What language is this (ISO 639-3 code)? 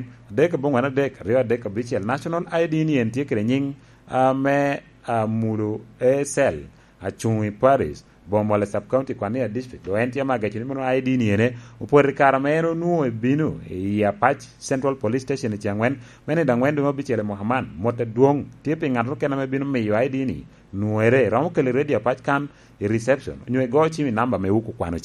laj